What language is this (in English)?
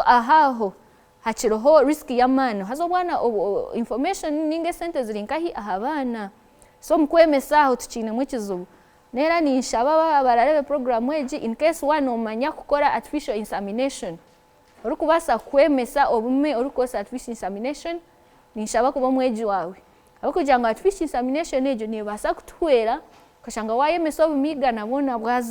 Nyankole